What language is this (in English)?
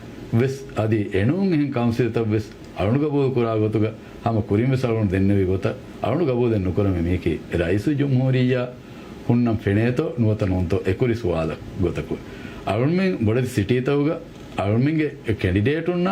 Divehi